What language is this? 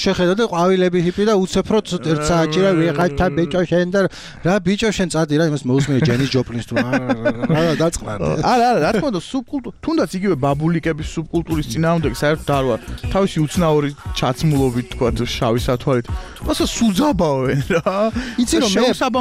Georgian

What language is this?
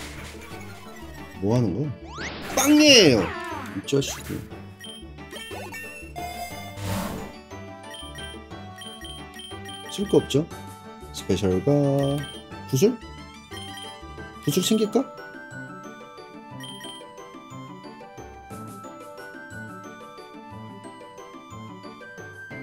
Korean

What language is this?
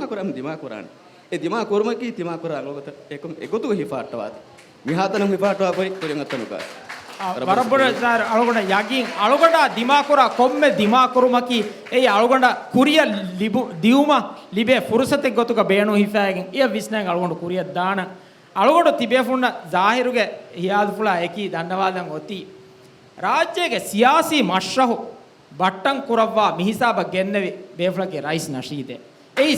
Divehi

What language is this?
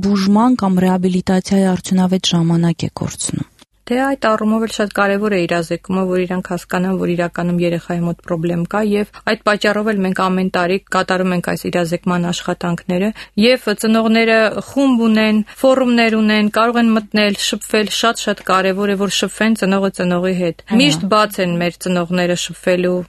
Armenian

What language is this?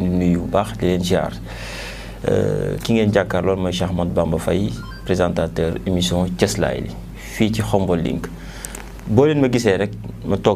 Wolof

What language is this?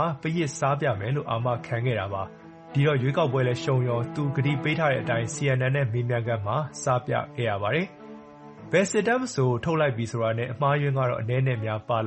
Burmese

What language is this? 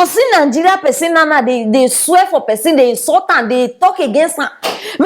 Nigerian Pidgin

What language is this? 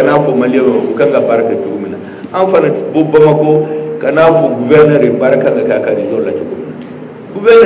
Bambara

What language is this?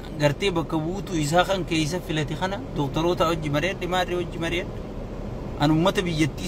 Oromo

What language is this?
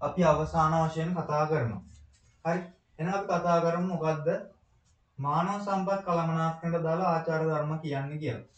Sinhala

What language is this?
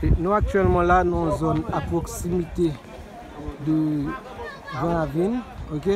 Haitian Creole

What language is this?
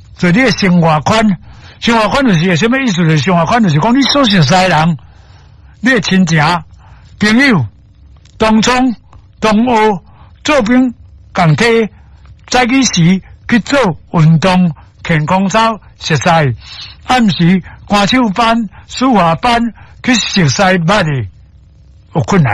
Min Nan Chinese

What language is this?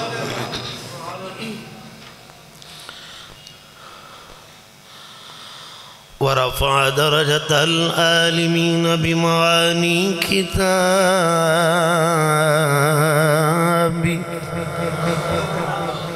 Urdu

